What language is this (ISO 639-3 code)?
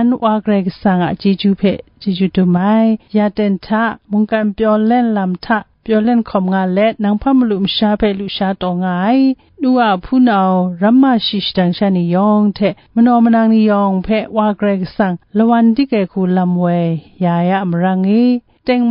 kac